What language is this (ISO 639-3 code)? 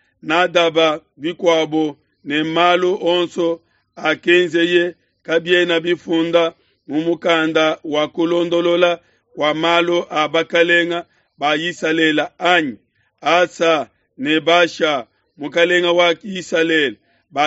lua